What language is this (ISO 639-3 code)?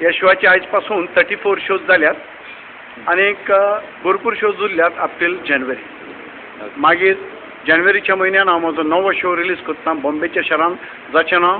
kok